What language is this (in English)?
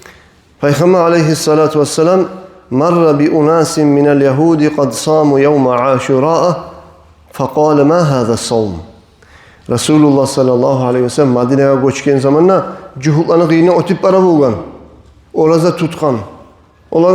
Kumyk